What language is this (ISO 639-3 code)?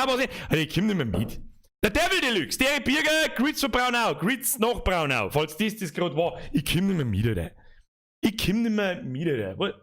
bar